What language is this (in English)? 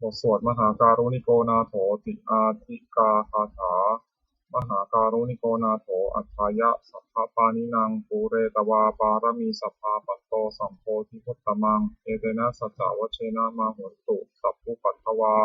Pali